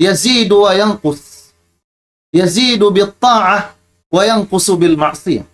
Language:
Tausug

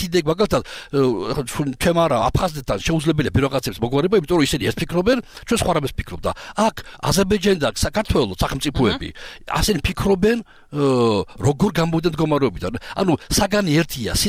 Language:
Georgian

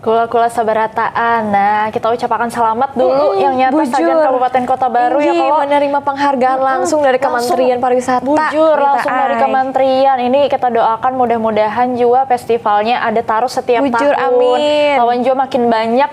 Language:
Banjar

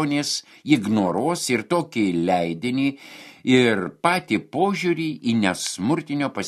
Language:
Lithuanian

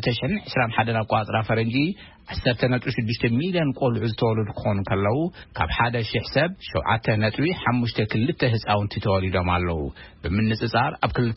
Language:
Tigrinya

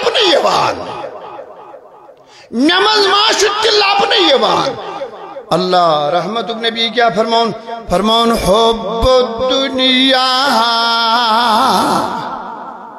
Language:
Kashmiri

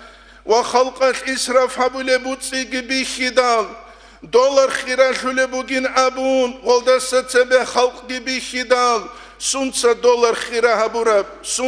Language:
Avaric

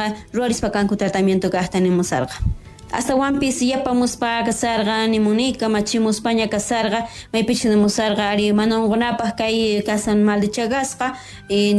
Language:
South Bolivian Quechua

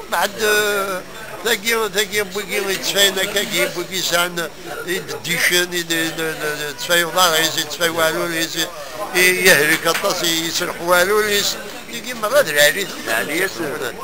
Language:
Kabyle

